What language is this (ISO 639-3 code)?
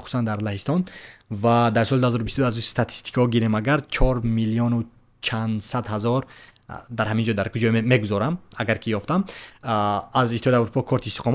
tgk